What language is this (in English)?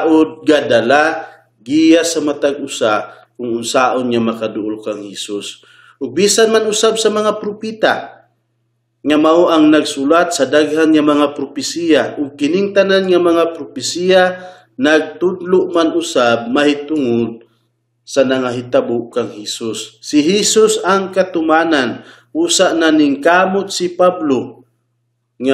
Cebuano